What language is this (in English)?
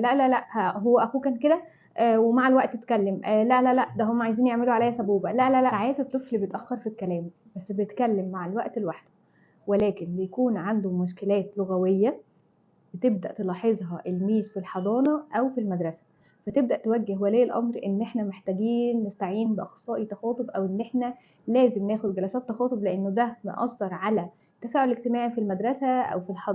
Egyptian Arabic